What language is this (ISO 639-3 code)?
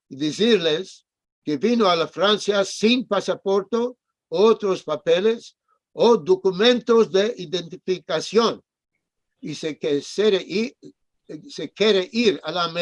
lad